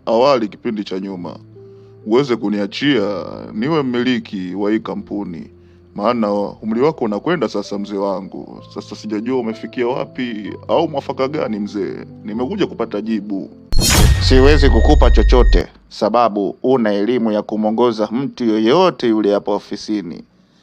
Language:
Swahili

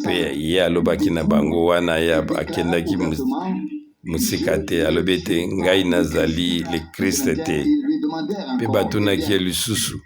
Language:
Lingala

